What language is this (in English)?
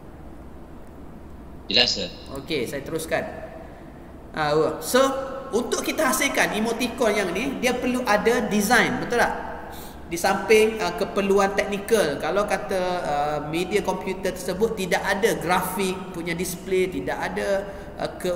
Malay